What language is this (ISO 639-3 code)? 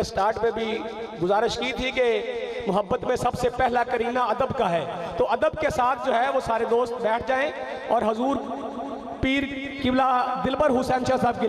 urd